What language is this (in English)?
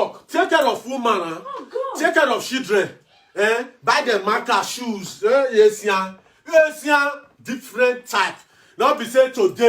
Nigerian Pidgin